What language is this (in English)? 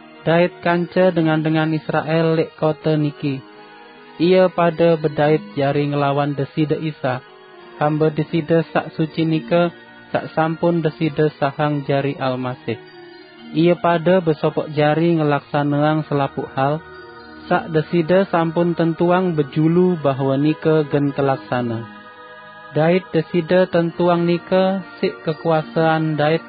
Sasak